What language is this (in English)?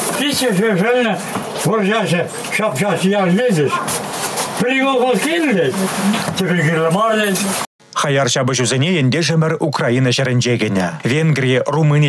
Chuvash